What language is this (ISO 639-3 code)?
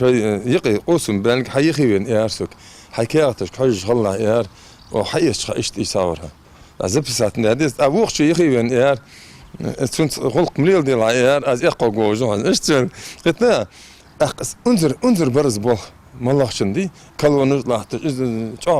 inh